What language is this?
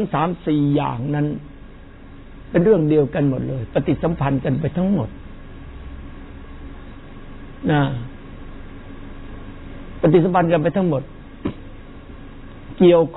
Thai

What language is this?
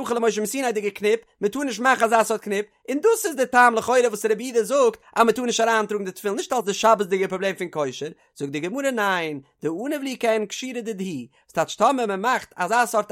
Yiddish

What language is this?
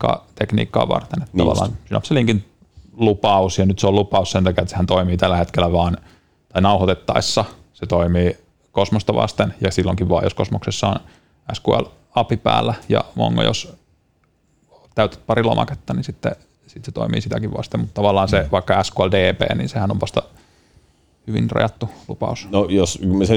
Finnish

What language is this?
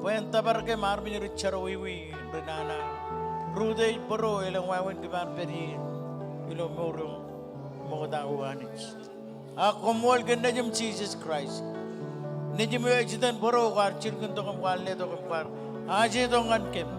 Marshallese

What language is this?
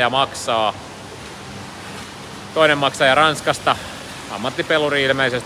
Finnish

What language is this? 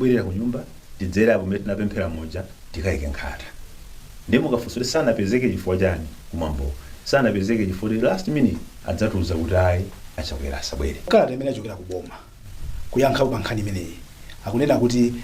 Nyanja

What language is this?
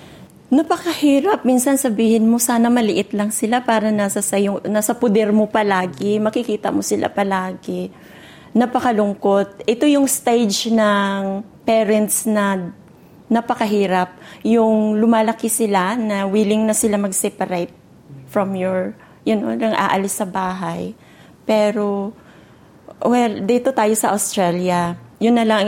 Filipino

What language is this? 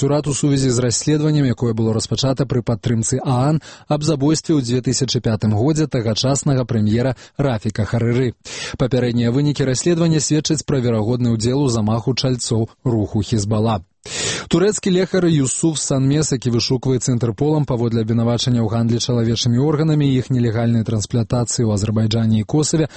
Belarusian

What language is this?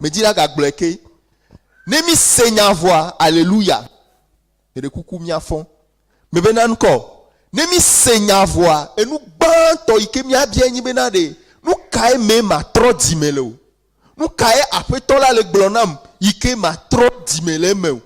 Ewe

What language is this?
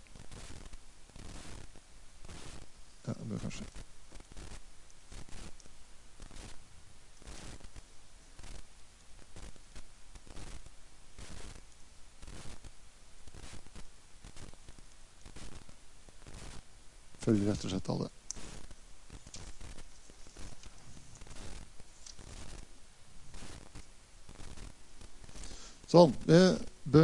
Norwegian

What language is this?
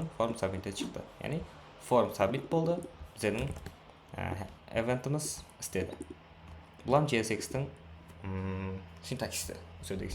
Kara-Kalpak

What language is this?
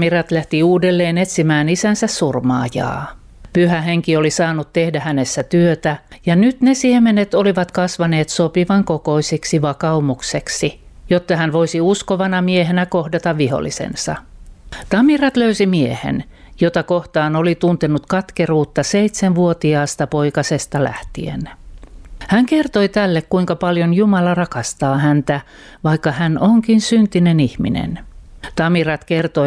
Finnish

